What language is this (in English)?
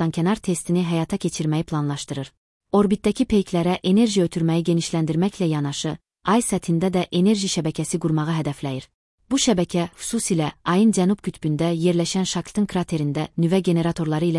Azerbaijani